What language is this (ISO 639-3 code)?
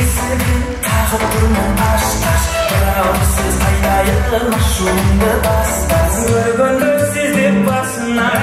kaa